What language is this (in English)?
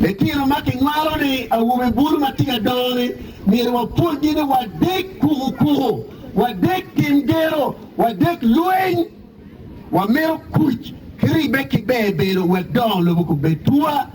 Acoli